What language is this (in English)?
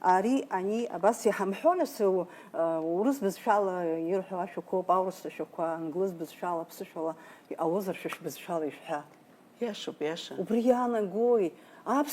Abkhazian